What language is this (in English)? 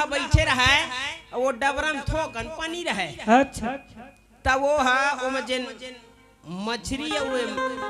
Chhattisgarhi